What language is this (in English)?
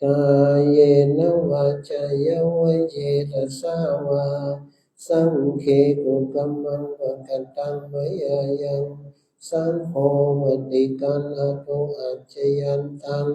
Pali